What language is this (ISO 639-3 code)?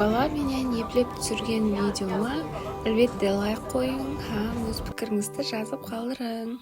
kaa